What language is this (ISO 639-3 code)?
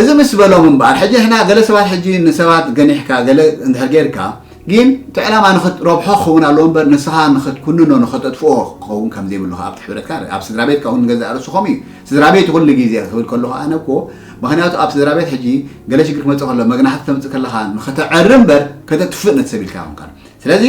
tir